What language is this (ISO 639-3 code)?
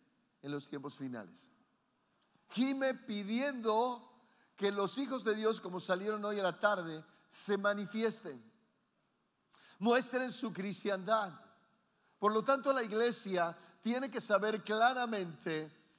spa